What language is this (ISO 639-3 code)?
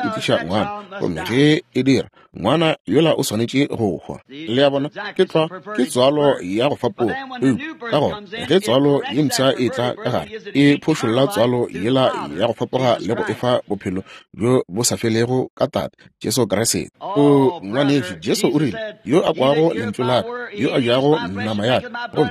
nso